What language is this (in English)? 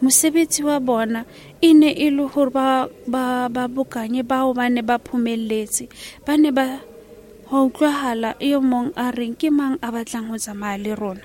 Southern Sotho